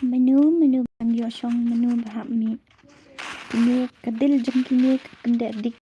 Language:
Khasi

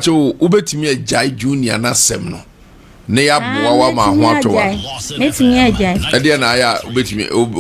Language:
Akan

